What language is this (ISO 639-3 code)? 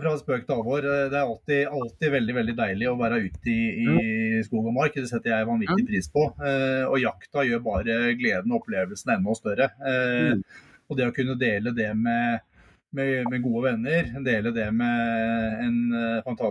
nor